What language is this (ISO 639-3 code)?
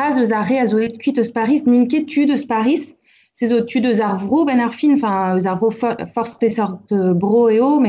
bre